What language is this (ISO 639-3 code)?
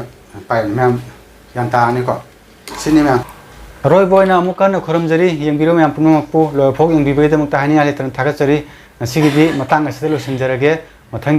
mni